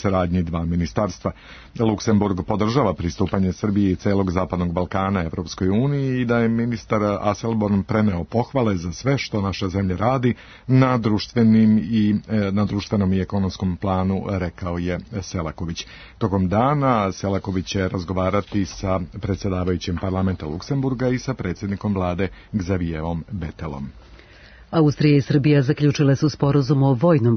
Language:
Serbian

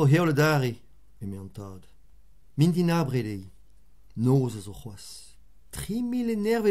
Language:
Breton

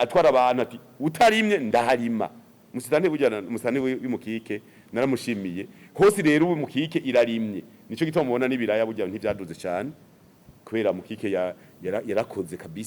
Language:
Rundi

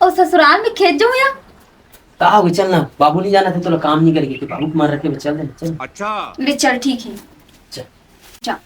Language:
Chhattisgarhi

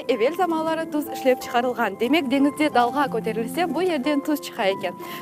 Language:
Crimean Tatar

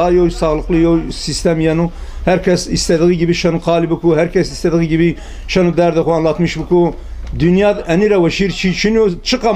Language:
Zaza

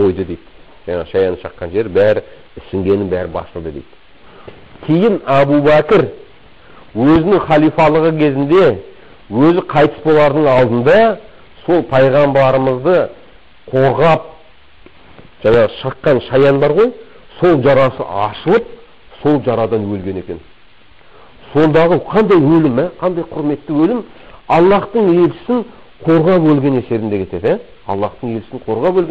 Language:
Kazakh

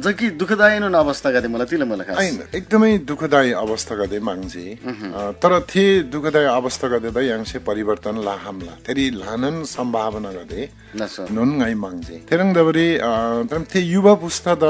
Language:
Eastern Tamang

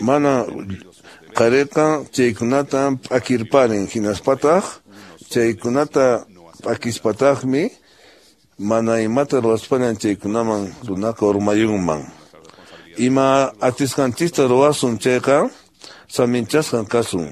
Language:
Quechua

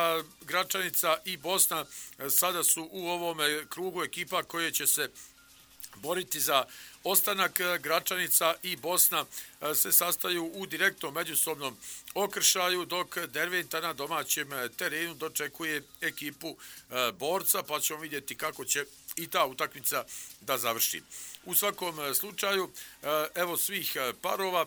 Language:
Bosnian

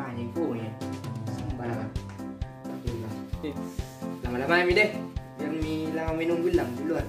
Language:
Makassar Malay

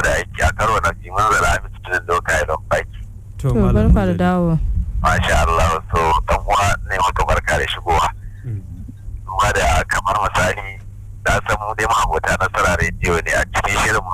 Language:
Hausa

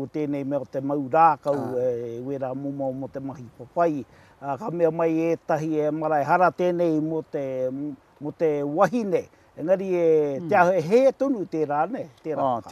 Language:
Māori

